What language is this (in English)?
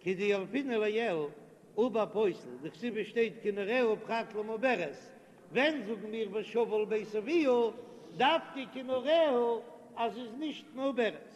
Yiddish